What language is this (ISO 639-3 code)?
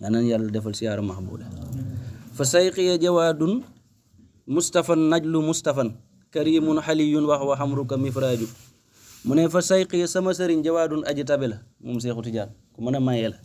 wol